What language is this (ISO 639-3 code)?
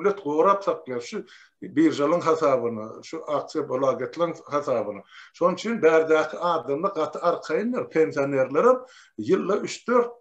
tuk